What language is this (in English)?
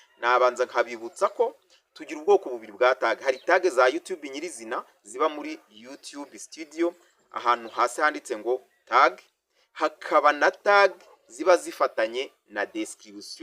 Kinyarwanda